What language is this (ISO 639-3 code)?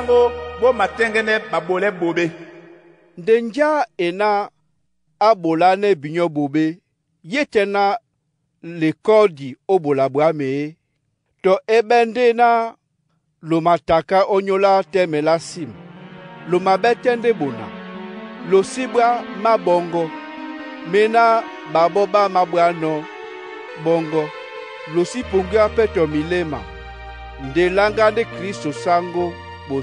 dua